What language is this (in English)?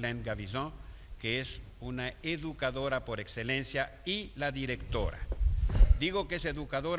Ladino